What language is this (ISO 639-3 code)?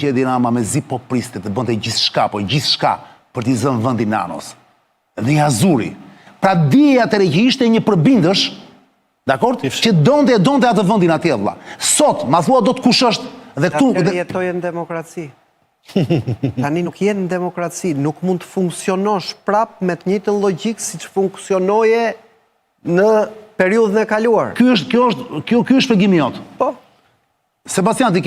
sqi